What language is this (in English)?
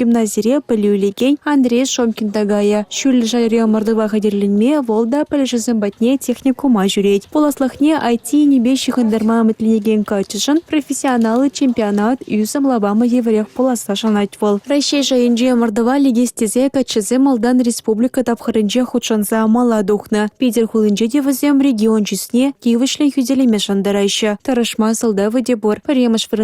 Chuvash